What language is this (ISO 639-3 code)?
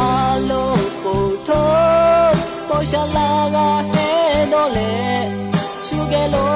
lhu